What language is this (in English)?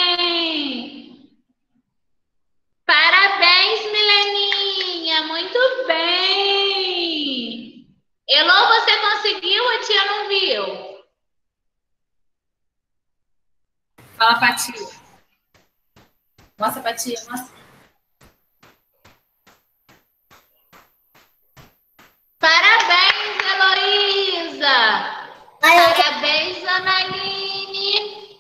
Portuguese